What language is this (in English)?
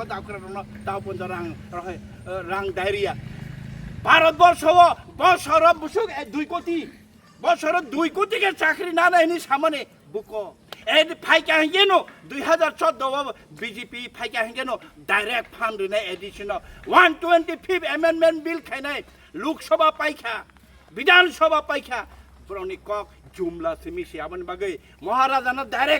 Kok Borok